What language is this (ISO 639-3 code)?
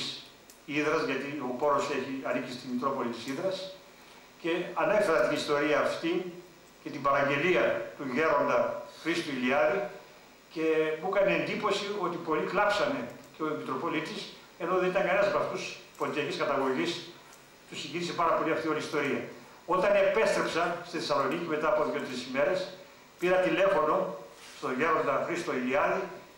ell